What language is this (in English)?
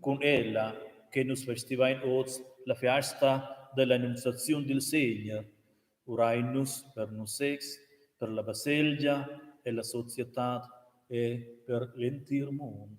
Romansh